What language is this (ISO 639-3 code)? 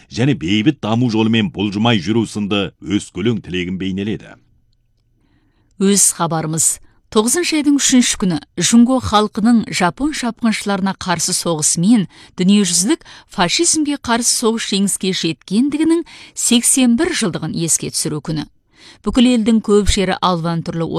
kaz